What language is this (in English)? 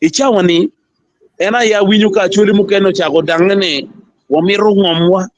Acoli